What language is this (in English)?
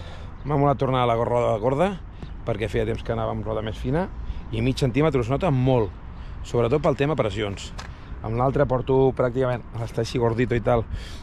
Catalan